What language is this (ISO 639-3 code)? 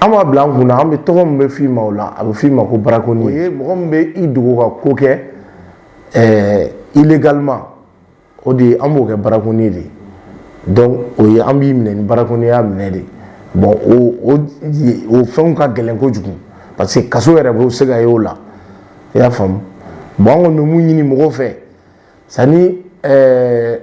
bam